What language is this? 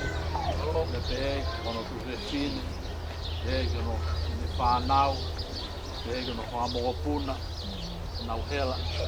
Tongan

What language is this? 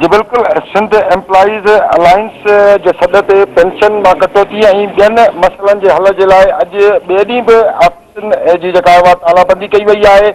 Sindhi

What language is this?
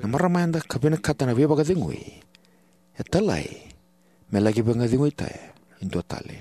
Fijian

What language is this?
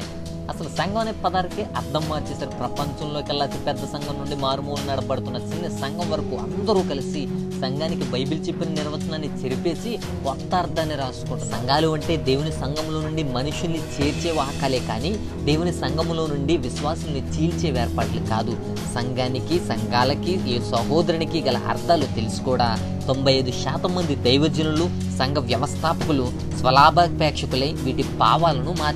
Telugu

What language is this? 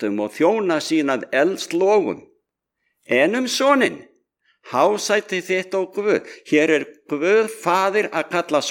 Icelandic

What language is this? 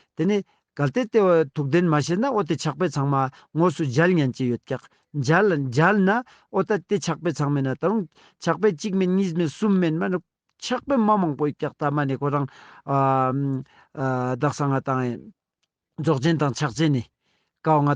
Ladakhi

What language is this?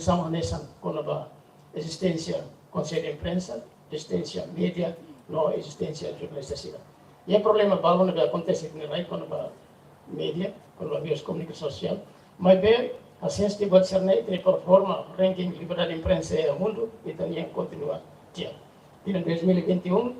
Tetum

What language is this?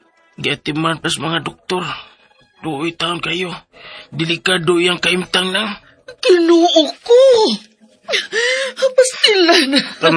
Cebuano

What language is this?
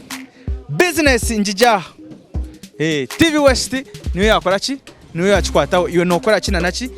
Nyankole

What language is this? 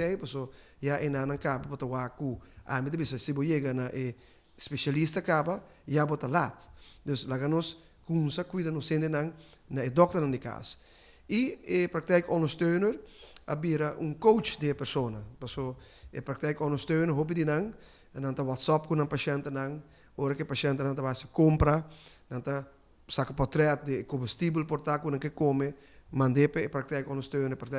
Papiamento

